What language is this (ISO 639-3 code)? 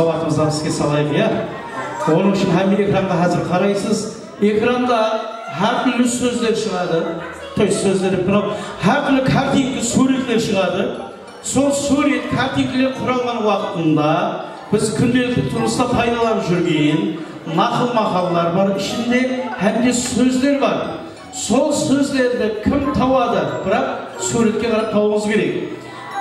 kaa